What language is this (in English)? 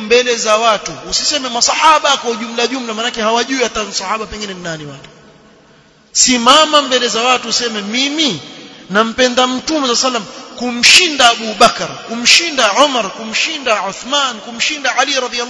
Swahili